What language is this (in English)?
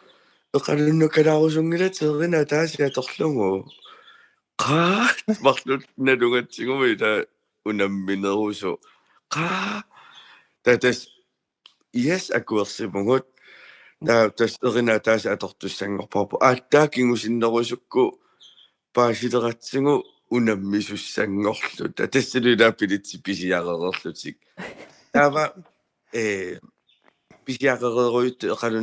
Kalaallisut